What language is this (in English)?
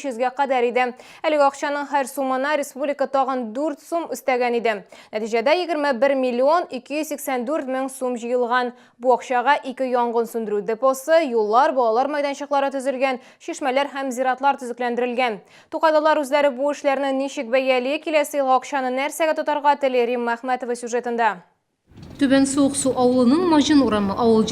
Tatar